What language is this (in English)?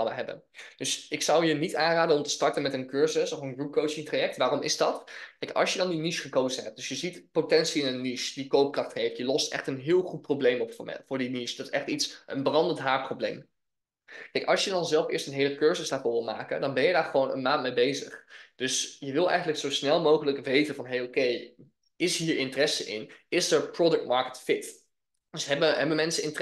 Dutch